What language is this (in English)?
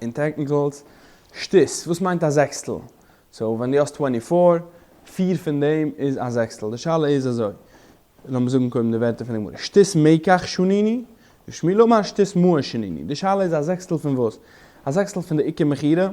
Yiddish